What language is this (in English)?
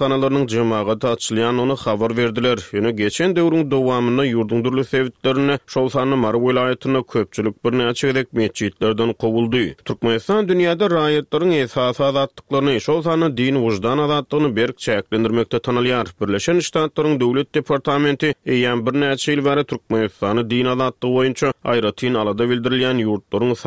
Turkmen